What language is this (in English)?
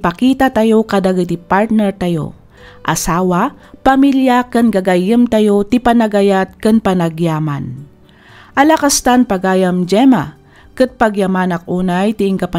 Iloko